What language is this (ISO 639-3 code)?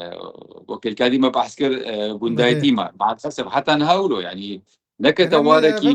kur